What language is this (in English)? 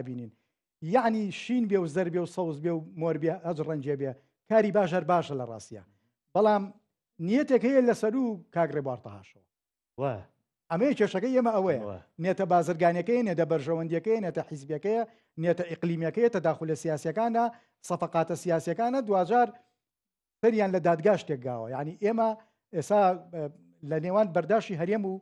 Central Kurdish